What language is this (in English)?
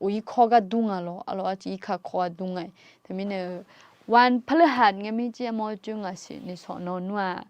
Akha